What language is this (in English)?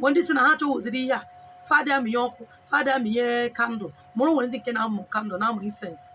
Igbo